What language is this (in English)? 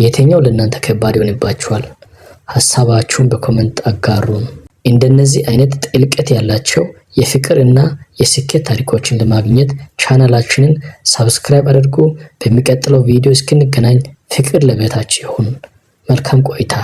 Amharic